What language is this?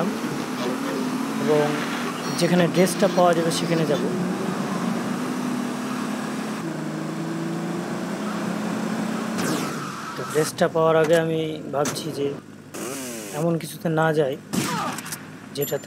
Bangla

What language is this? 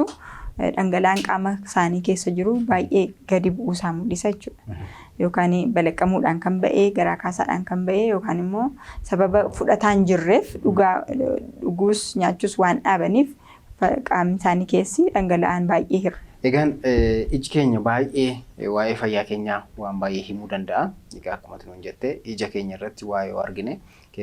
Oromo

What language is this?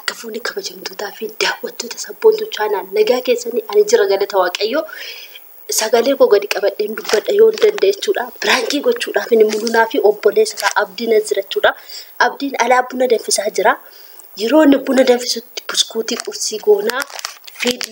Oromo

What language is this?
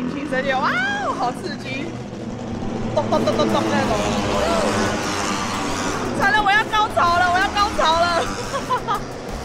Chinese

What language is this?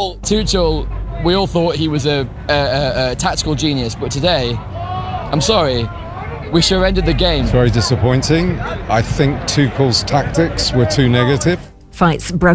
English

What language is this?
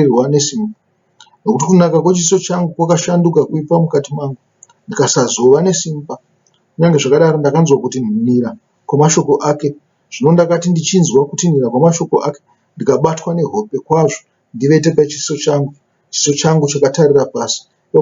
Shona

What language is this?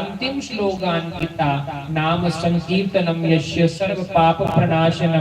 Dogri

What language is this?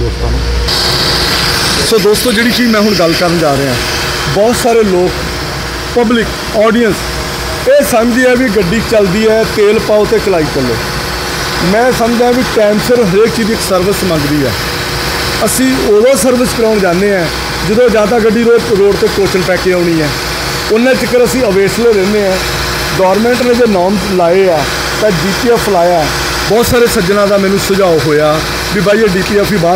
Punjabi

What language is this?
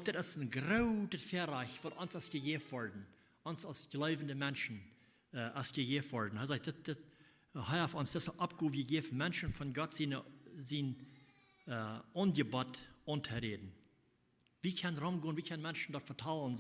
Plautdietsch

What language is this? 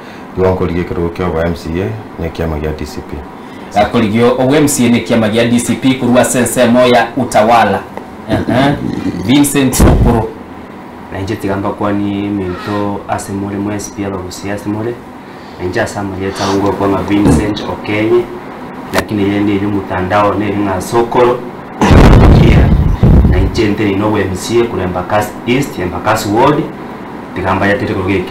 Gusii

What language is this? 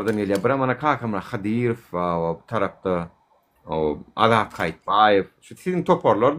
Turkmen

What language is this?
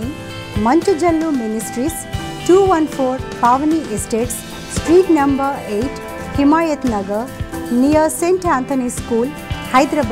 Telugu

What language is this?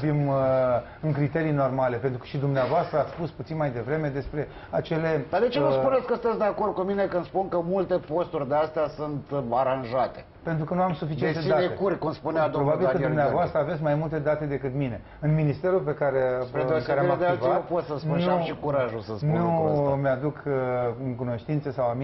Romanian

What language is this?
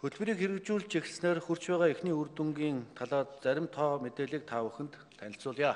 Mongolian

